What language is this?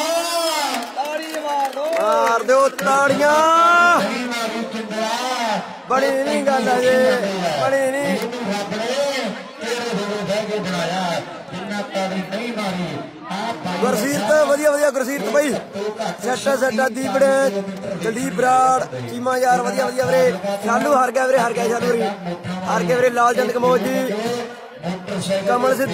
Punjabi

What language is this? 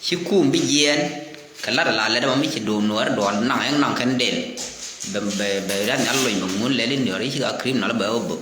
Nuer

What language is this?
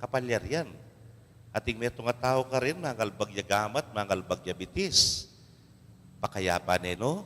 Pampanga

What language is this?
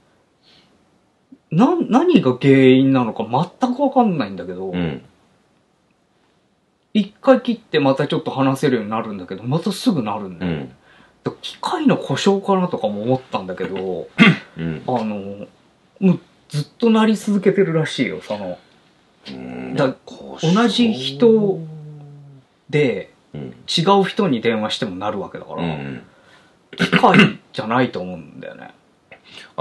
Japanese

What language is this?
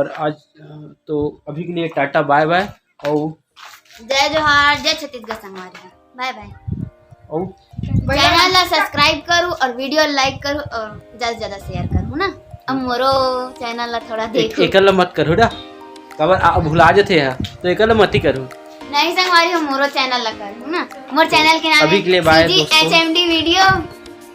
Chhattisgarhi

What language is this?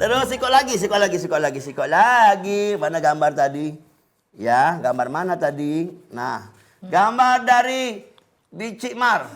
Musi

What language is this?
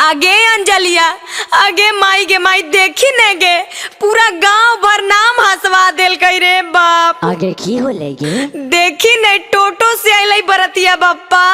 Magahi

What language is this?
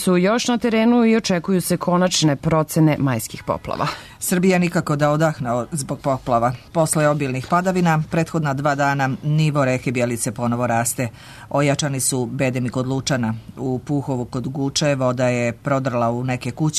Serbian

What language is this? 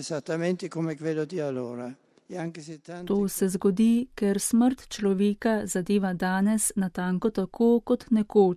Slovenian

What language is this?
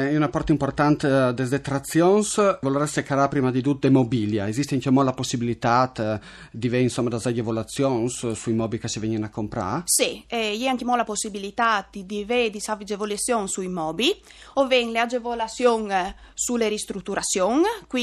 Friulian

